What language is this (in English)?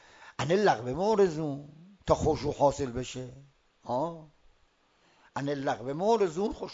Persian